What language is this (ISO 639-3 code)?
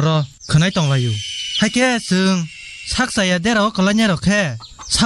trp